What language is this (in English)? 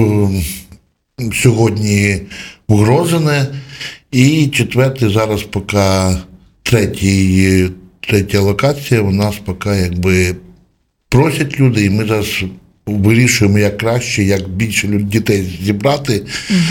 Ukrainian